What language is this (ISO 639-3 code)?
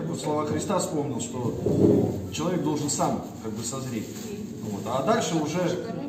rus